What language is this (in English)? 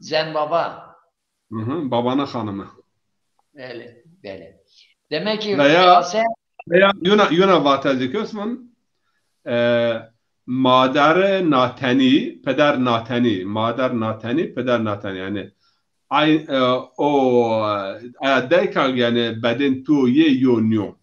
Zaza